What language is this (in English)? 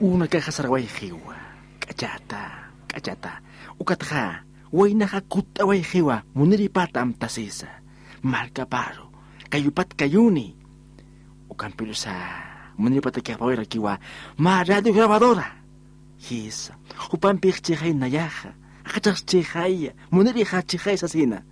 Aymara